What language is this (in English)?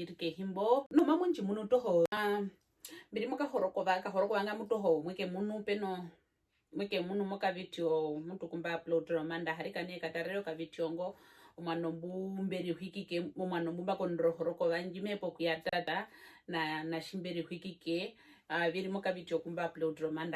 Herero